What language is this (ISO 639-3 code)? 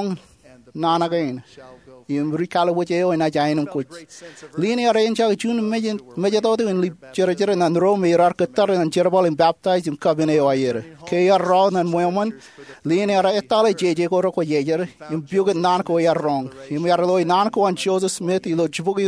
mah